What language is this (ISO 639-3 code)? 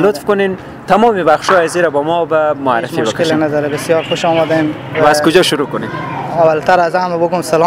fas